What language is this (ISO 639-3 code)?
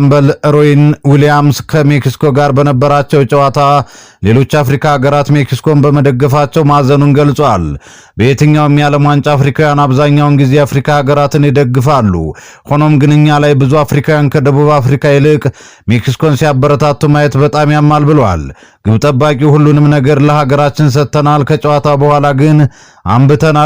amh